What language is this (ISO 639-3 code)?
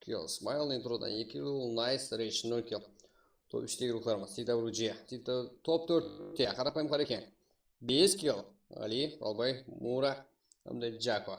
kaa